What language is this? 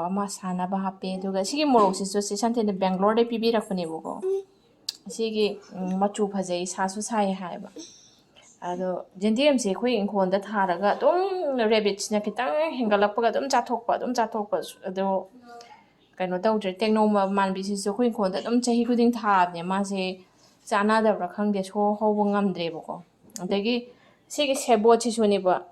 Manipuri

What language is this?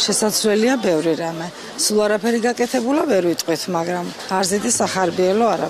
Georgian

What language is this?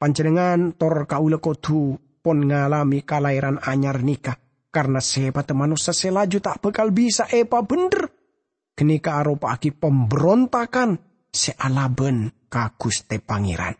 Madurese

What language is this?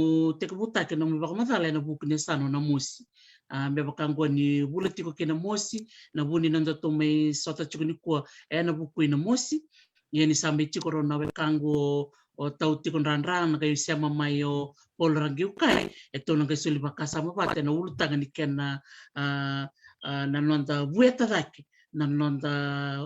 Fijian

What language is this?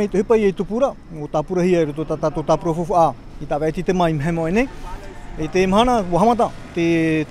Tahitian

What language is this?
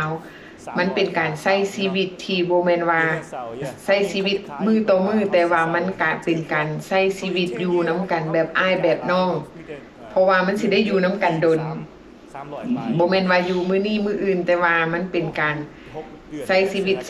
Lao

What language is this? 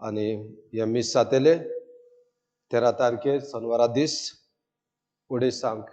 Konkani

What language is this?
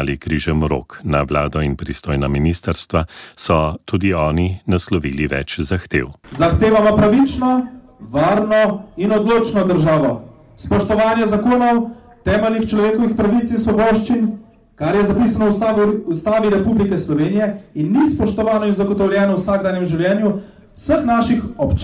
Slovenian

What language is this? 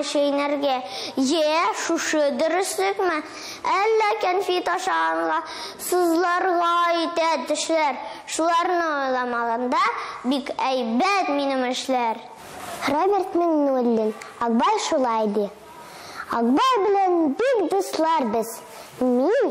Tatar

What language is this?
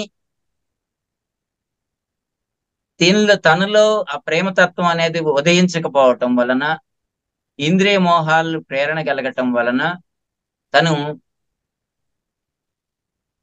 Telugu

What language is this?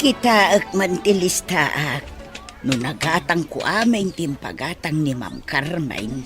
Iloko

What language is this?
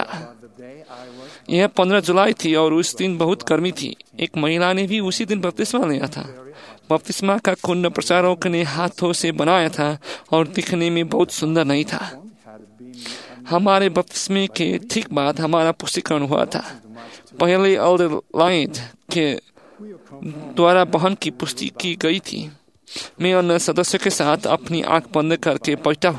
Hindi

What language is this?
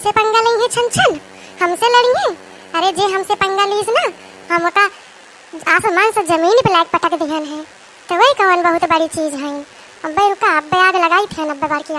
Awadhi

